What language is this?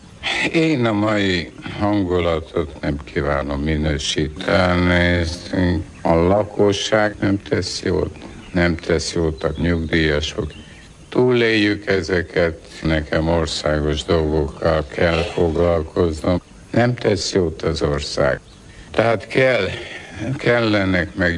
Hungarian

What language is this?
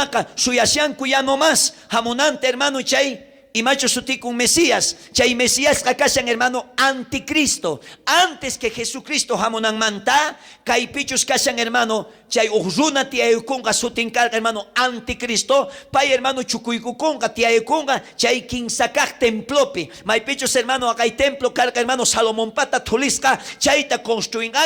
South Bolivian Quechua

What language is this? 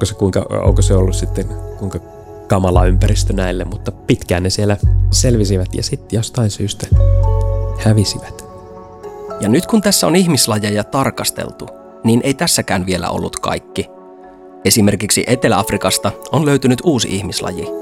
Finnish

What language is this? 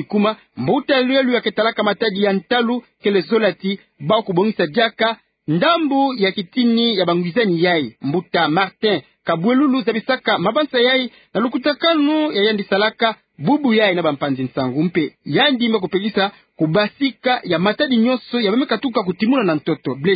Kituba (Democratic Republic of Congo)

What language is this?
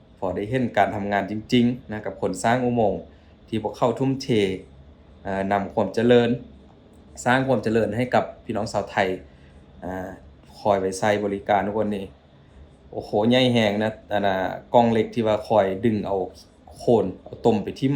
Lao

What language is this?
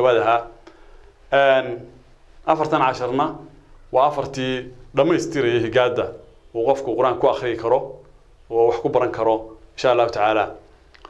Somali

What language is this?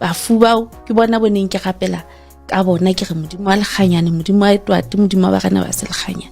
Southern Sotho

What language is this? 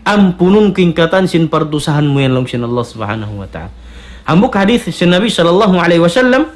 Tausug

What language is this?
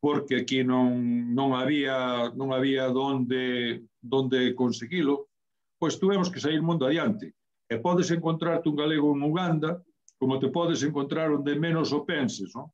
Galician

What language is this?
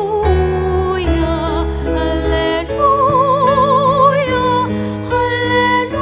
Pampanga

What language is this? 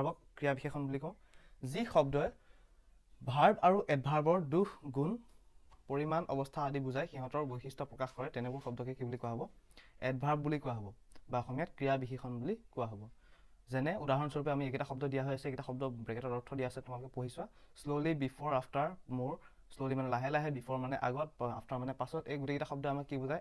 Assamese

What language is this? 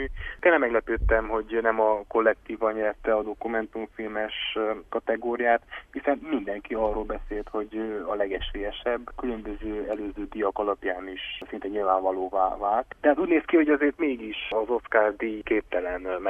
Hungarian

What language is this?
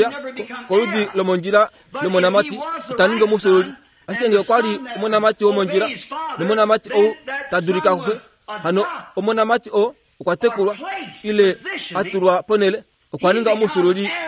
Kuanyama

